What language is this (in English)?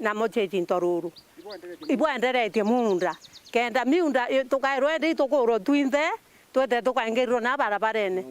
Meru